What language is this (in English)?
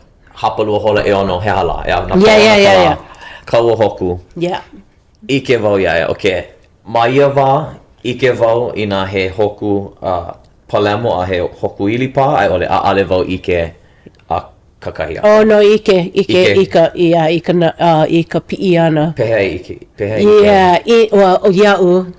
Hawaiian